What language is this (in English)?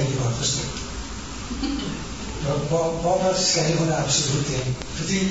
Danish